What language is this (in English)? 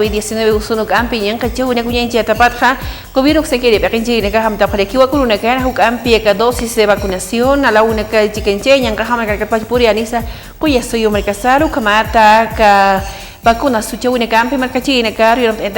Aymara